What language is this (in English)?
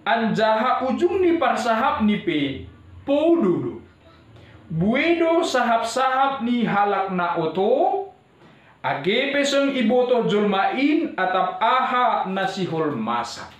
Batak Simalungun